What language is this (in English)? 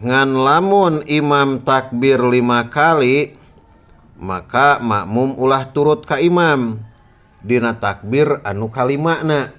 Sundanese